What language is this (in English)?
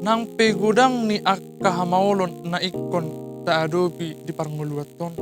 Batak Toba